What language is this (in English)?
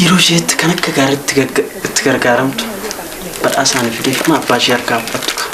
Oromo